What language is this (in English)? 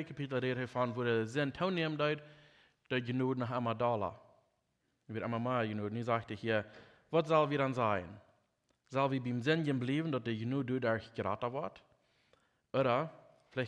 Plautdietsch